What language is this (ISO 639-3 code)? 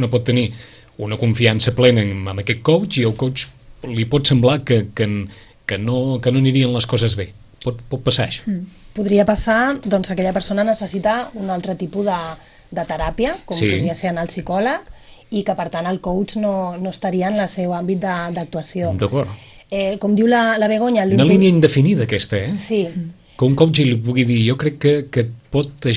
cat